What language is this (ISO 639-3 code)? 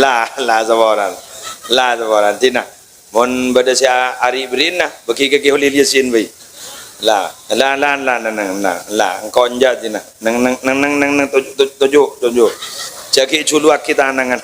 mad